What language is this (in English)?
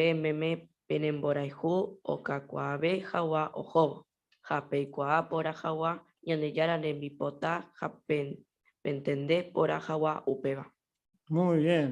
Guarani